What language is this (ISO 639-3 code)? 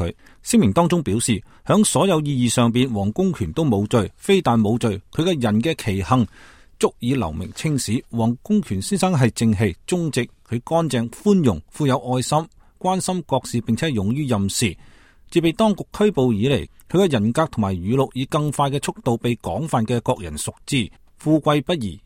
yue